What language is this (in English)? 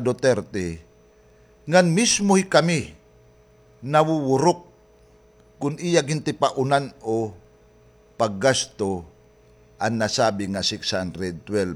Waray